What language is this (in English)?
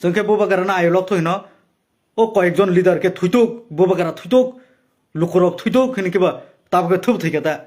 Kok Borok